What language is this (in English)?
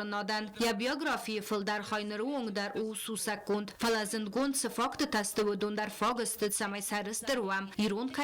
Ossetic